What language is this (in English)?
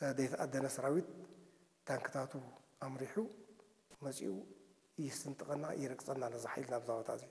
Tigrinya